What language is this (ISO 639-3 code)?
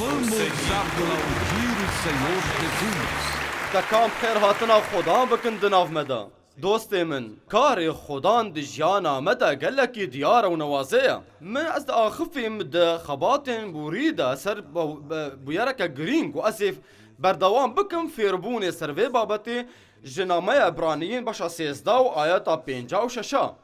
kur